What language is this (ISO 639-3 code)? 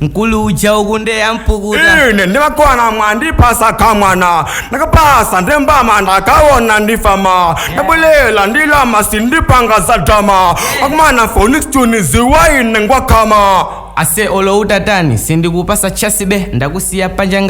nya